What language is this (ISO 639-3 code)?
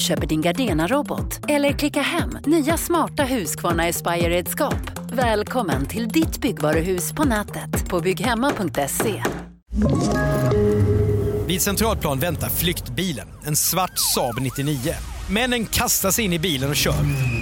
swe